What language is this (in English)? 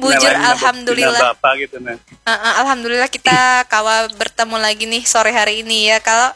Banjar